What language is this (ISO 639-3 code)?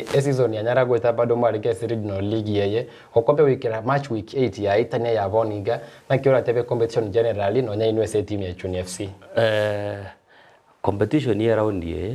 guz